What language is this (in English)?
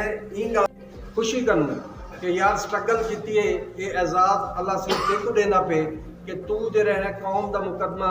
Saraiki